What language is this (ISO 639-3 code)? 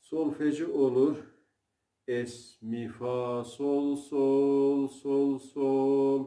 azb